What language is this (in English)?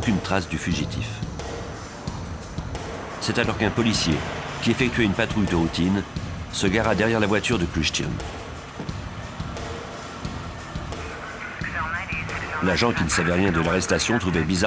French